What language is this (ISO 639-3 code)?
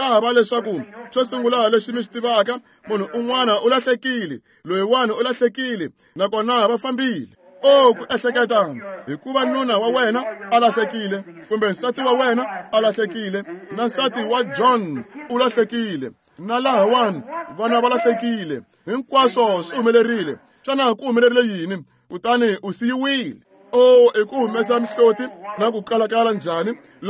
tso